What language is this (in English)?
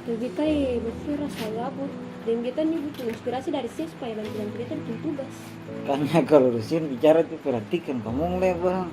Ambonese Malay